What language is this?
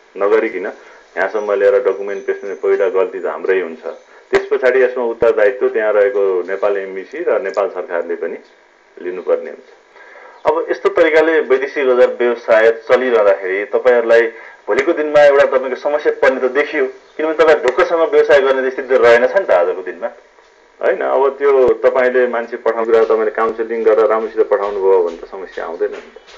Nepali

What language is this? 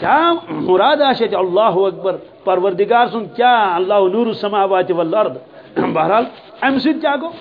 Kashmiri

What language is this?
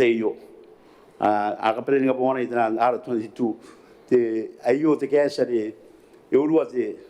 Gilbertese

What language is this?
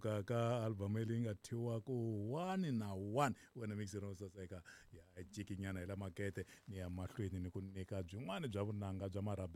Tsonga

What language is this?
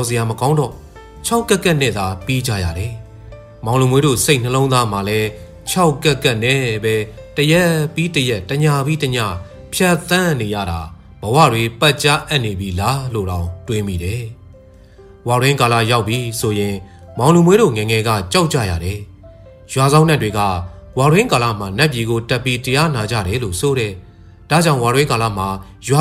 Burmese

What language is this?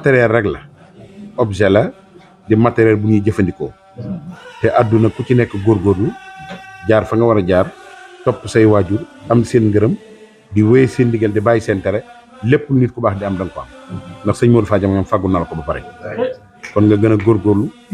Wolof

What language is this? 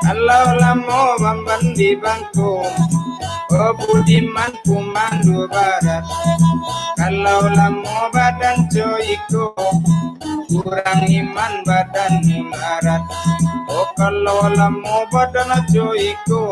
Minangkabau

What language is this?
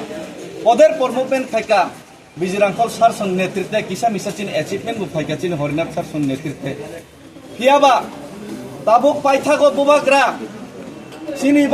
Kok Borok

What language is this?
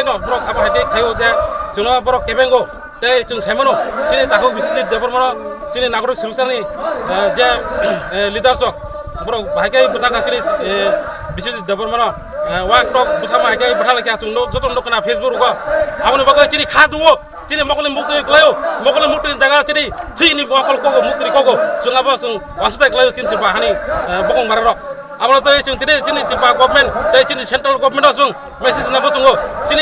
Kok Borok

